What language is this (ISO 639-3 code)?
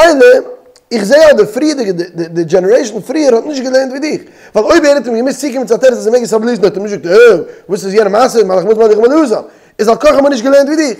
yid